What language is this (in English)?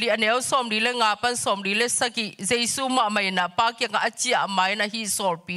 Tedim Chin